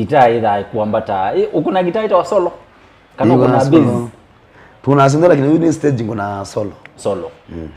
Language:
Kamba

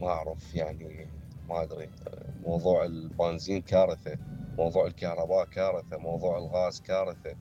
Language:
Mesopotamian Arabic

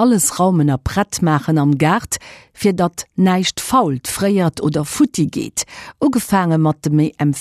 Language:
Luxembourgish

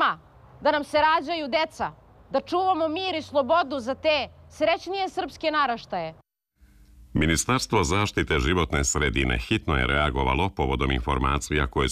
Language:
Serbian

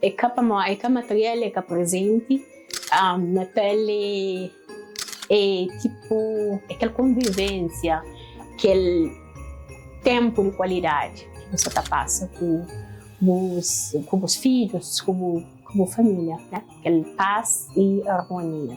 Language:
Kabuverdianu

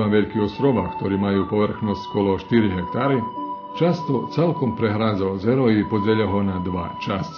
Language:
Rusyn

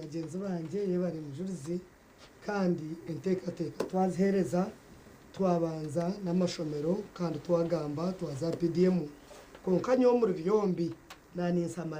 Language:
Nyankole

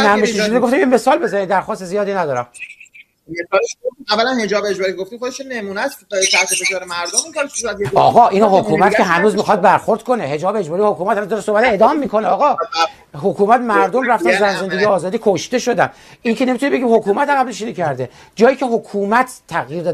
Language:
Persian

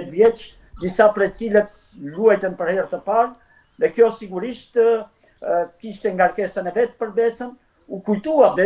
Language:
Albanian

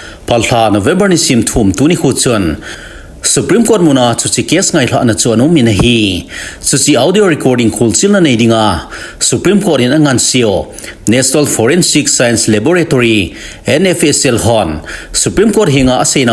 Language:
Thado Chin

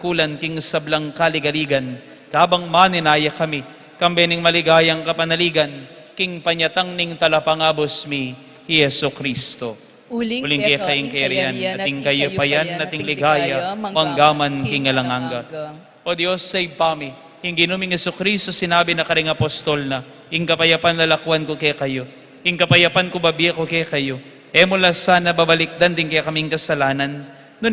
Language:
Pampanga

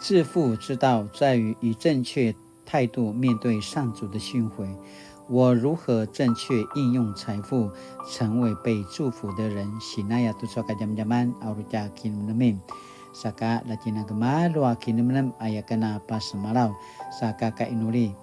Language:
Paiwan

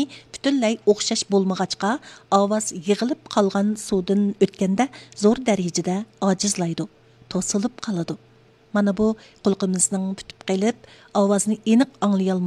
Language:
Uyghur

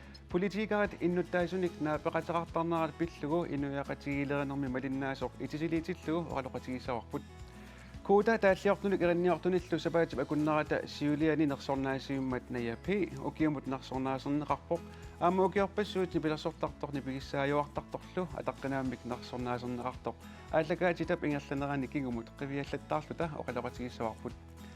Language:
Kalaallisut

